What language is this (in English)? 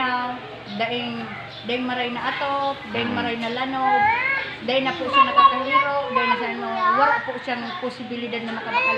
Bikol